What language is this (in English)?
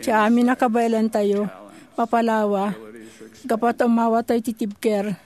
Iloko